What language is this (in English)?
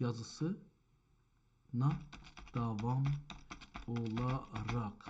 South Azerbaijani